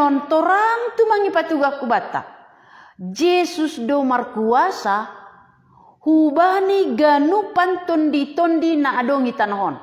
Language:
Batak Simalungun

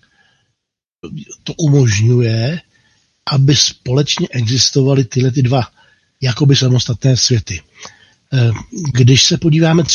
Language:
Czech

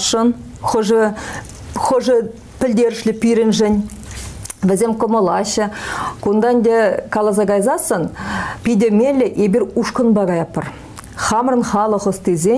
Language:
Chuvash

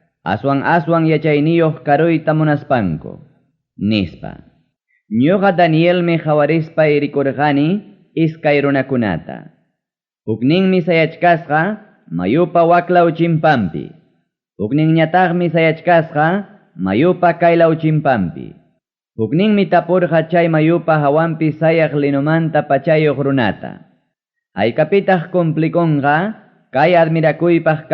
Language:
Ayacucho Quechua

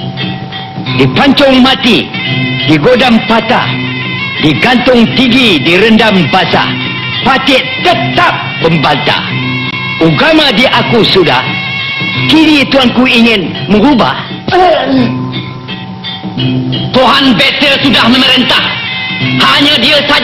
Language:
Malay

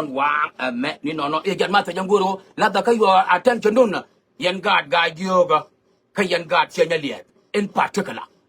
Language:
Nuer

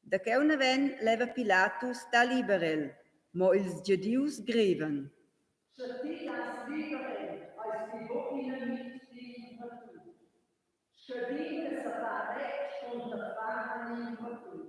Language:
Romansh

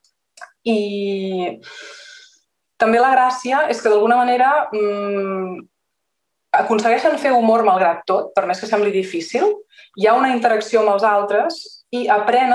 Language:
Catalan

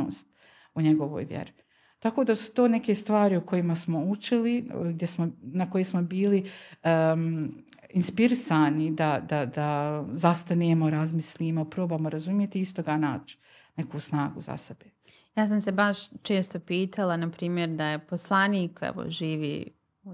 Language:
Bosnian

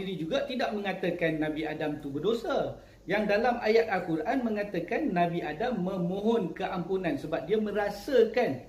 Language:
Malay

